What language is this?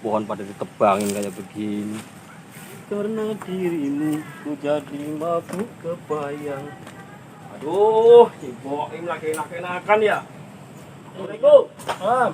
Betawi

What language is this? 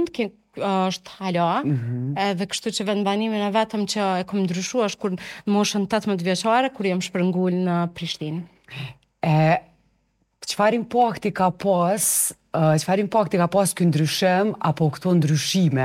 Albanian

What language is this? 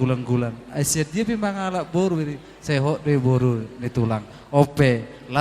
Batak Toba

